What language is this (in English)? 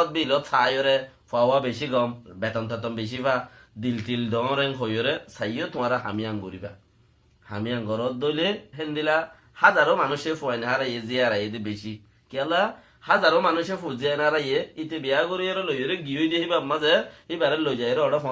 Rohingya